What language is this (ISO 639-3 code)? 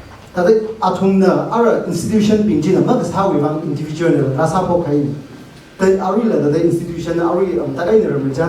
nmf